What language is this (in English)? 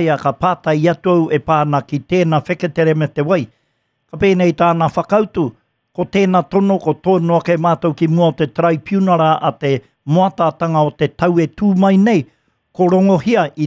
Māori